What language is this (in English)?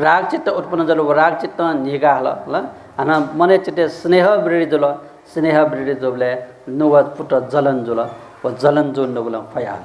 Newari